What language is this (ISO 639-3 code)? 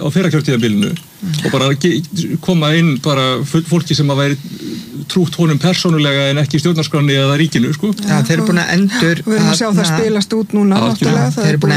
isl